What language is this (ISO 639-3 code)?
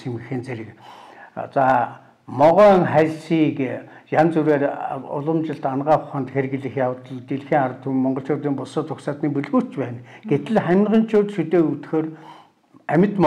mon